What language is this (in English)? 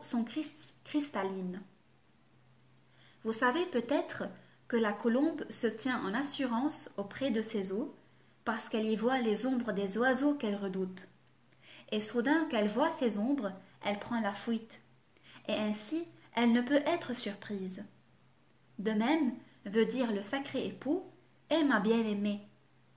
French